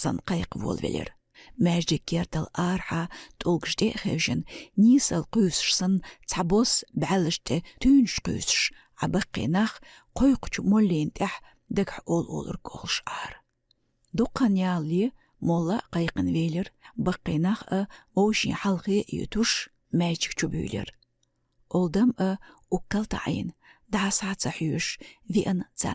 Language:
Chechen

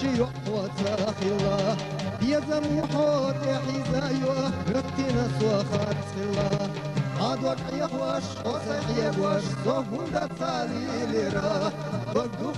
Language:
Chechen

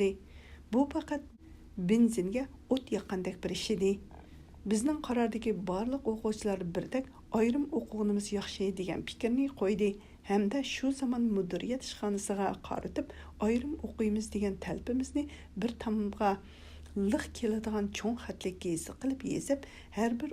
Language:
Uyghur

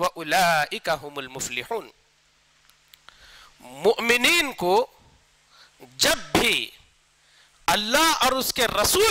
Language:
Urdu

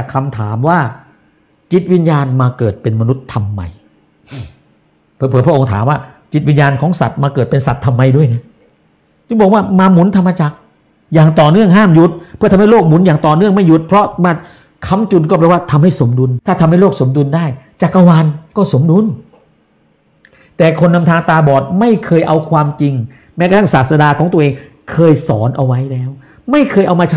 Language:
Thai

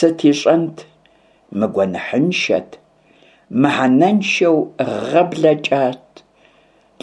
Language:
Kabardian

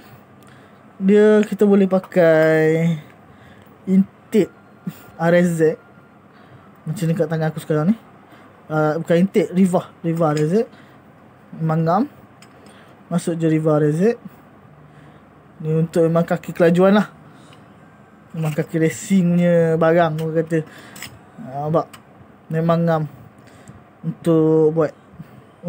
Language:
Malay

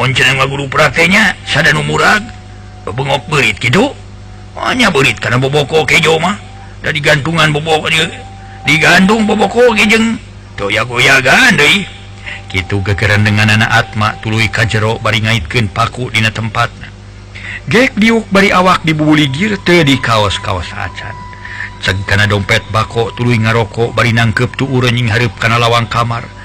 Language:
Sundanese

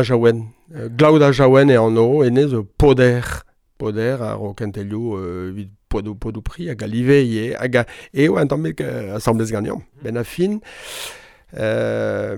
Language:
Breton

